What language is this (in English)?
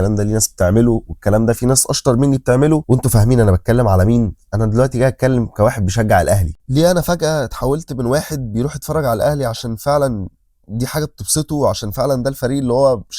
Egyptian Arabic